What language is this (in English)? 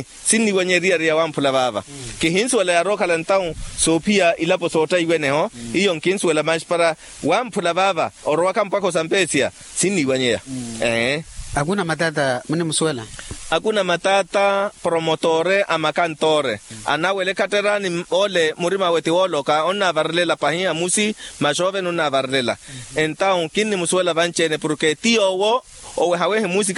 Makhuwa